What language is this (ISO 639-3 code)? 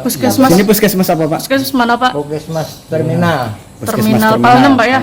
bjn